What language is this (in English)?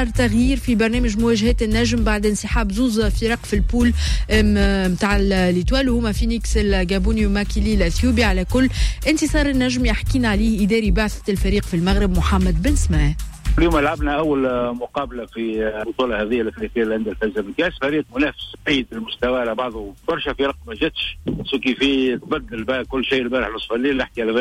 Tunisian Arabic